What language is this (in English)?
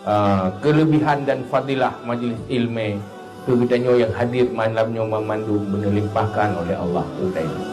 Achinese